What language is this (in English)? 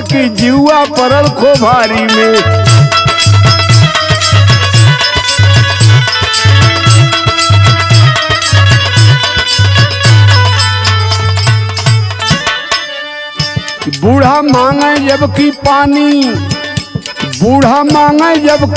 Bhojpuri